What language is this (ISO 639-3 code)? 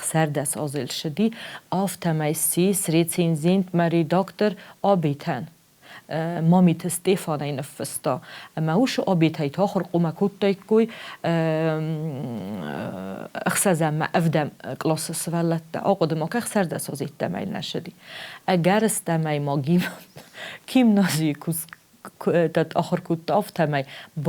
oss